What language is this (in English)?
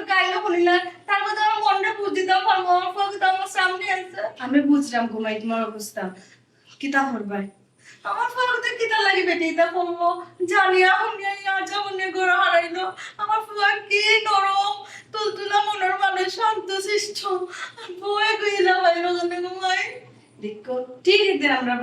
Sylheti